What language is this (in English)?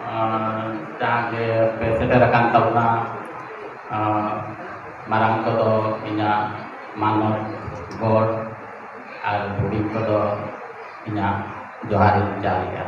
Santali